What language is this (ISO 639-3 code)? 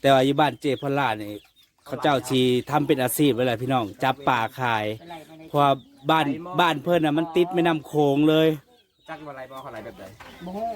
tts